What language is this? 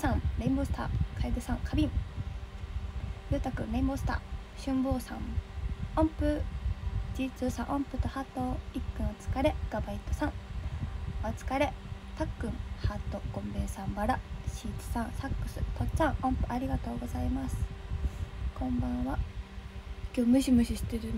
Japanese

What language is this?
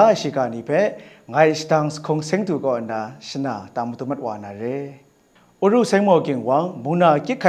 Kachin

